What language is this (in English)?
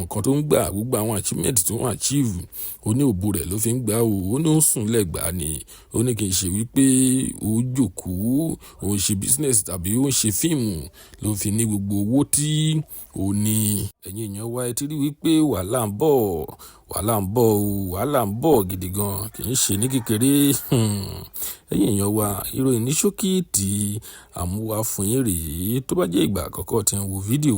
Yoruba